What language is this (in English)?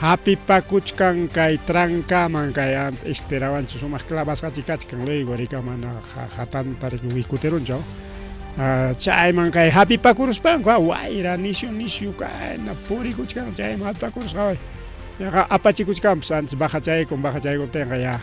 Ayacucho Quechua